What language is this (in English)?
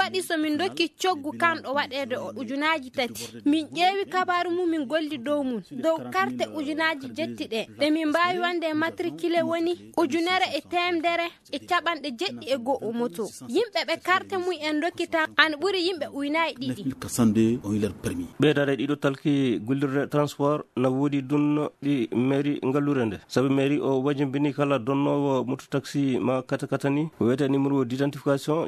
Fula